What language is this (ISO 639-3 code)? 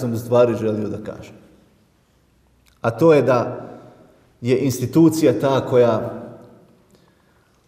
bos